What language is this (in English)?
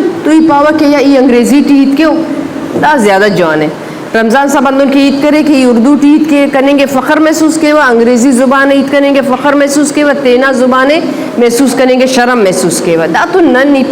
Eastern Balochi